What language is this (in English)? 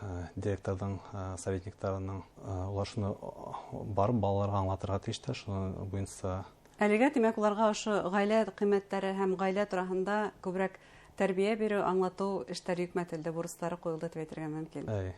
Bashkir